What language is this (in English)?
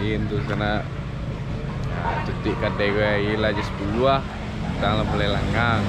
Minangkabau